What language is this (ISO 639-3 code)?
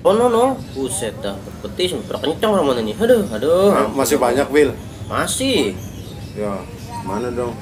bew